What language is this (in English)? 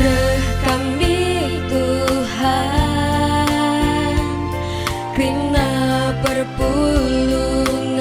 Batak Karo